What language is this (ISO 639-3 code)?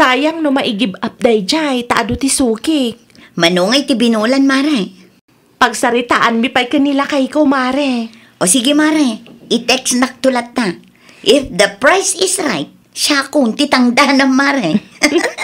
ilo